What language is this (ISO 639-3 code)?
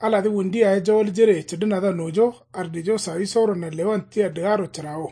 kau